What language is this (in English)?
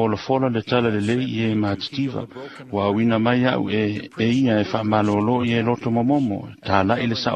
Samoan